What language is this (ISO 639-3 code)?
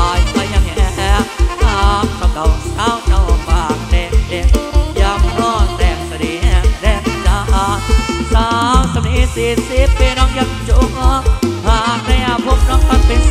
tha